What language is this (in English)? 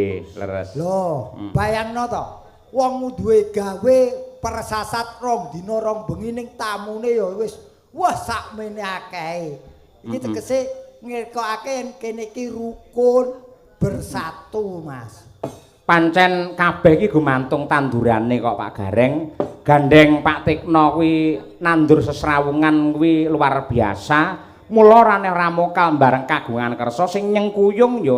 Javanese